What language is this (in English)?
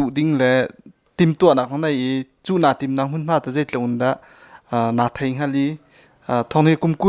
Hakha Chin